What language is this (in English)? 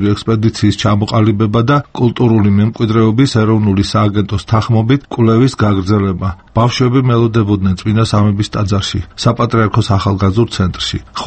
Georgian